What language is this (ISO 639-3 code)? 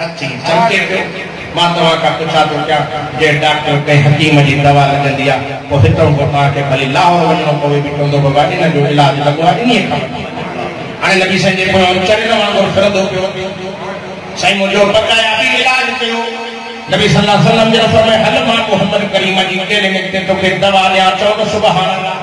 snd